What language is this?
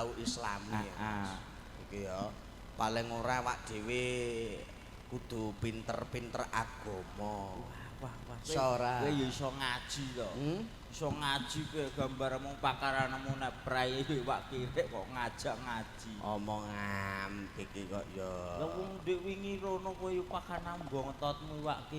Javanese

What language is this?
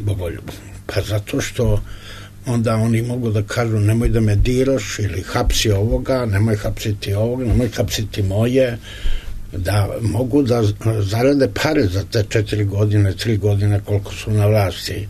Serbian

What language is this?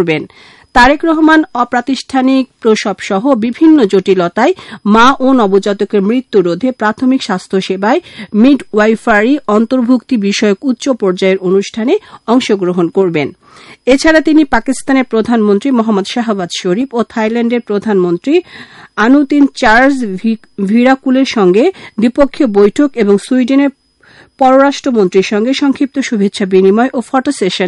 Bangla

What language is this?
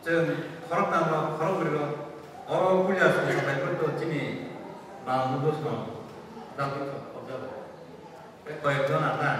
Kok Borok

